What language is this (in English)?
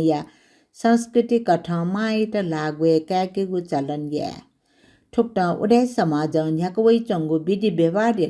Newari